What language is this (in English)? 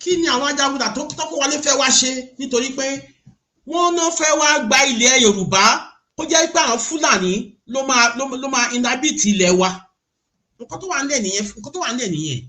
Yoruba